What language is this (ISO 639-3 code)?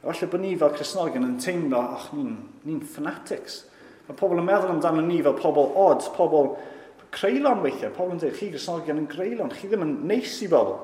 cym